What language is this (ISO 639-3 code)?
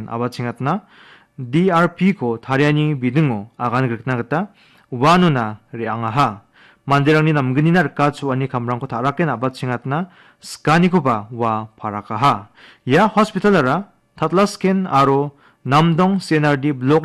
grt